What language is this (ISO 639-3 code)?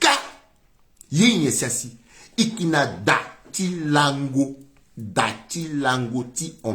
sag